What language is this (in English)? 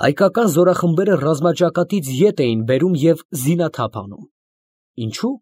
Armenian